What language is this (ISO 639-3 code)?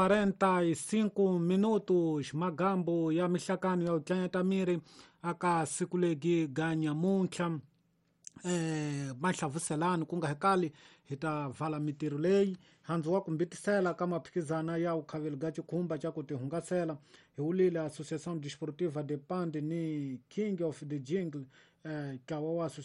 tso